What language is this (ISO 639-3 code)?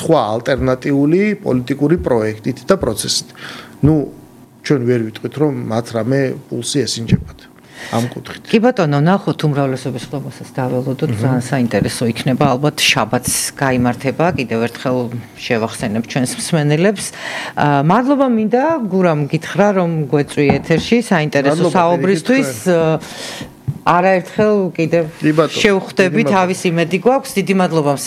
kat